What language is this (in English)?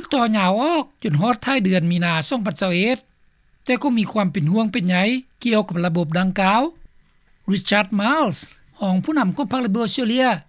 Lao